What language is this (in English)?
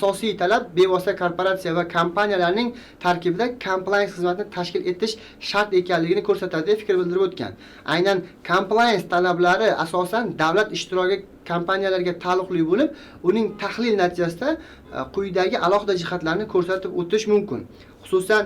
Uzbek